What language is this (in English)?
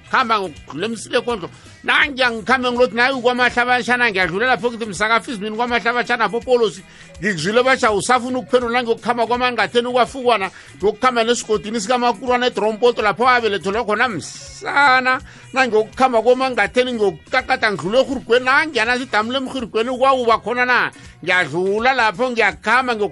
South Ndebele